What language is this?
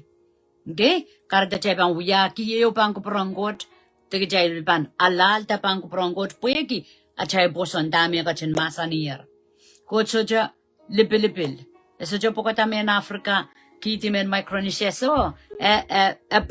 Pohnpeian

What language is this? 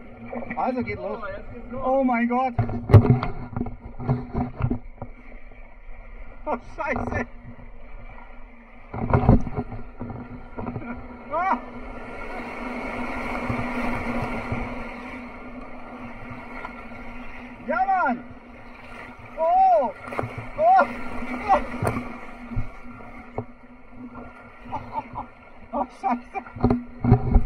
German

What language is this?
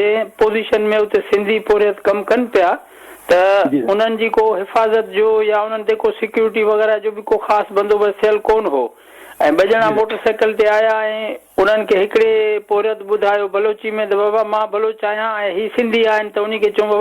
Sindhi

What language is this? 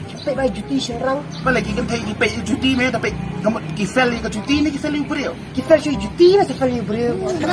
Khasi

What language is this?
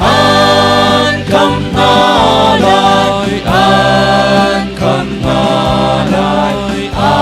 Hakha Chin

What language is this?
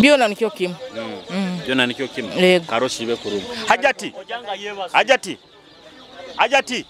Nyoro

